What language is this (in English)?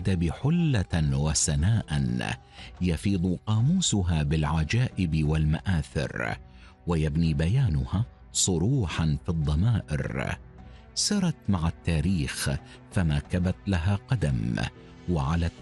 Arabic